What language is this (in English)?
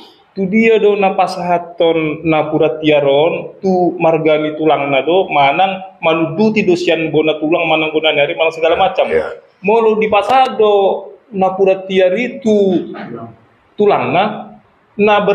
Batak Toba